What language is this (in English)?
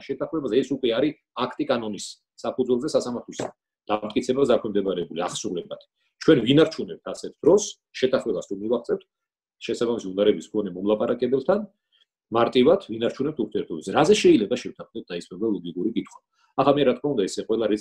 Georgian